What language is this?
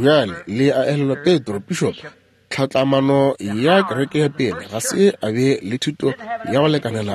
Northern Sotho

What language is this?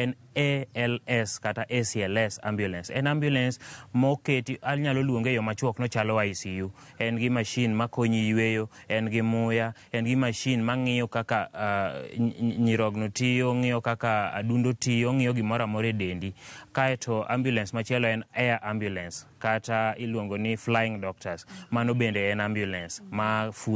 Luo (Kenya and Tanzania)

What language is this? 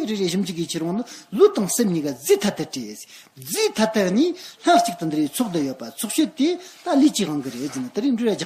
Amdo Tibetan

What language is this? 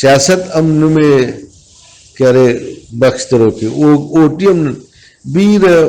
Brahui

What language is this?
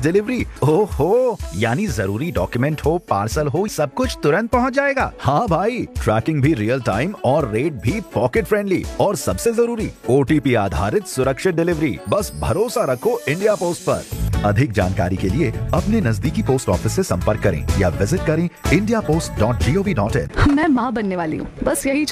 Hindi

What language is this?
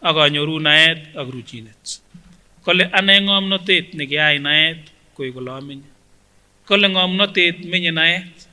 Kipsigis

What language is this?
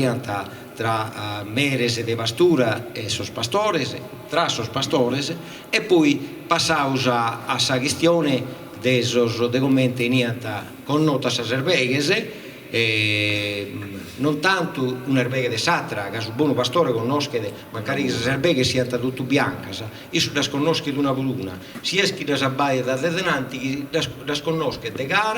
Sardinian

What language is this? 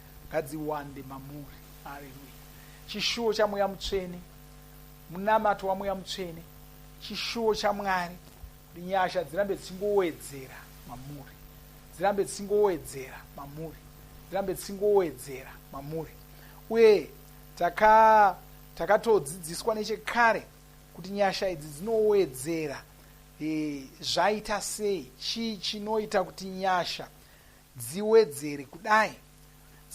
Shona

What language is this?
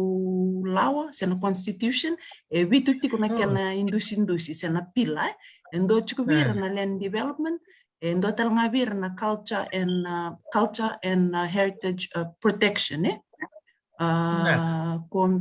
Fijian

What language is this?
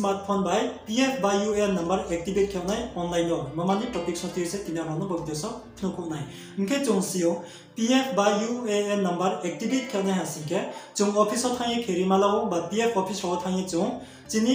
Riang (India)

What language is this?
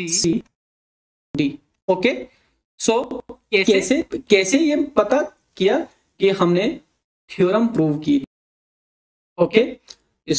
Hindi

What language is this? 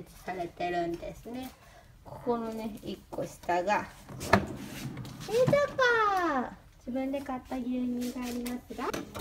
Japanese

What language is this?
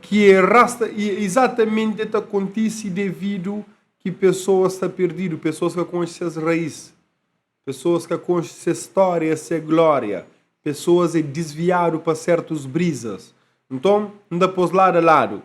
Kabuverdianu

